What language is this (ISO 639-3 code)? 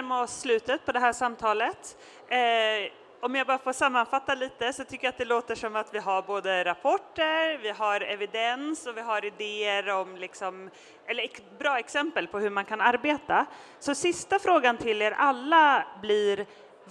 swe